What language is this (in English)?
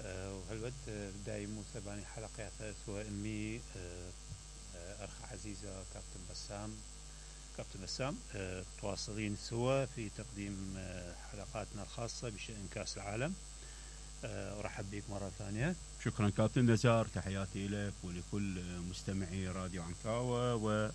Mesopotamian Arabic